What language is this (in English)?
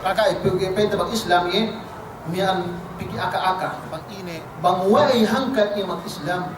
Yakan